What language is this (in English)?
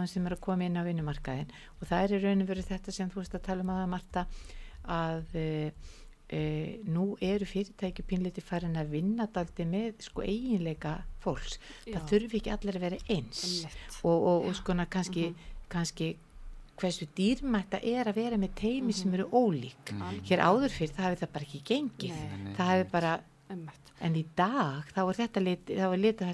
Icelandic